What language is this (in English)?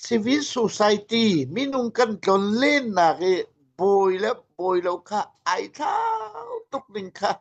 Hakha Chin